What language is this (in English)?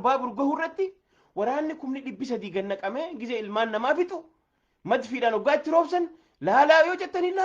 Oromo